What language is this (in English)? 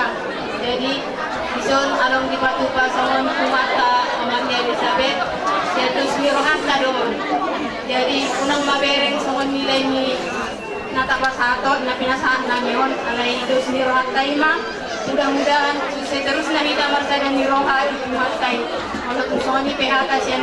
Batak Toba